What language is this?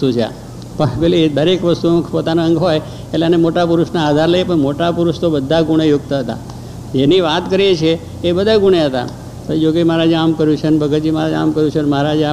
Gujarati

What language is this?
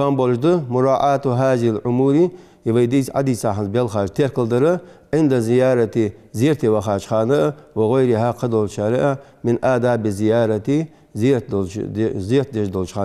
Ingush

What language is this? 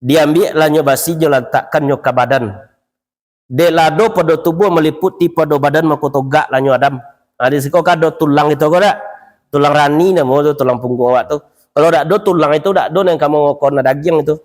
Minangkabau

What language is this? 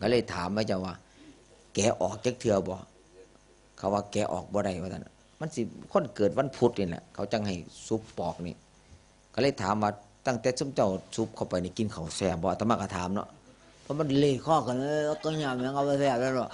Northeastern Thai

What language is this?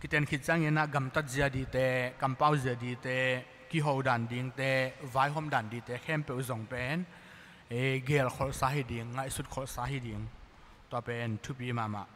Tedim Chin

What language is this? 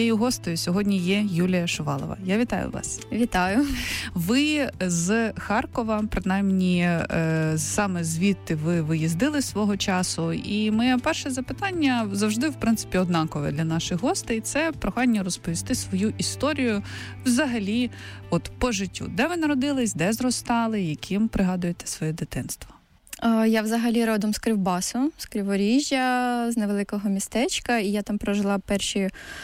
Ukrainian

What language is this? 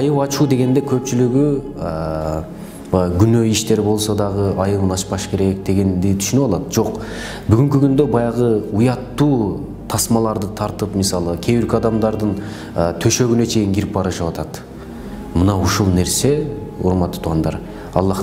Kyrgyz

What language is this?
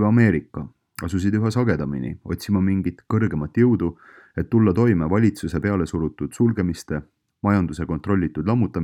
Estonian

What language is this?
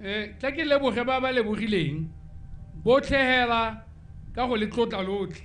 Tswana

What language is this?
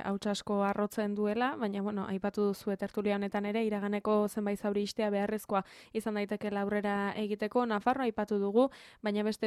Basque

